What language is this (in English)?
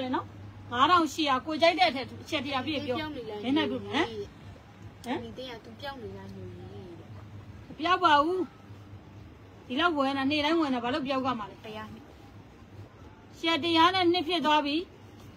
Burmese